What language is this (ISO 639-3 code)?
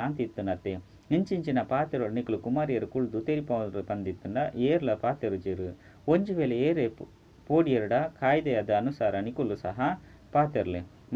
tcy